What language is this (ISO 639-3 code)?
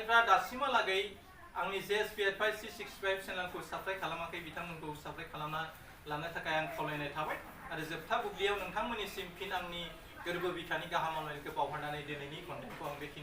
brx